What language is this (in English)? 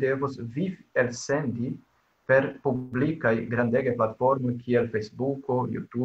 Esperanto